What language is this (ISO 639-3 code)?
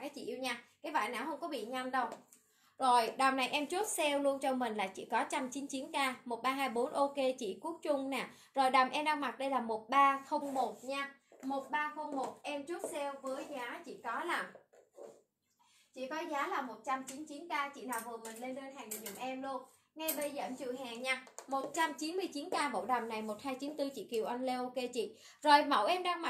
vie